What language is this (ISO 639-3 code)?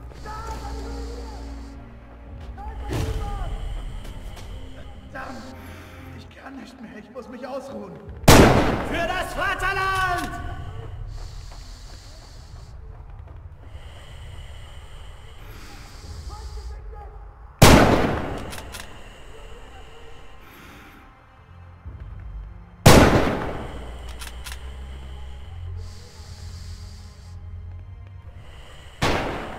deu